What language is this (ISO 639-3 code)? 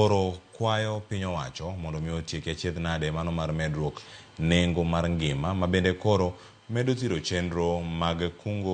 luo